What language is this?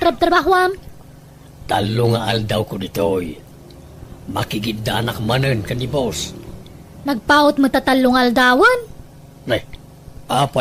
Iloko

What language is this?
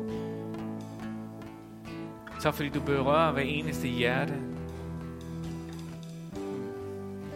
Danish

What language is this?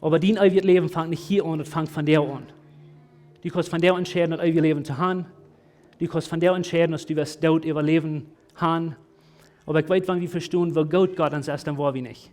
Plautdietsch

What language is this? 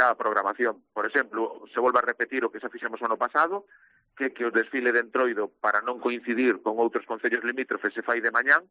Galician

